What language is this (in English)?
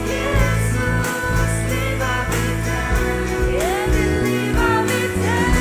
Faroese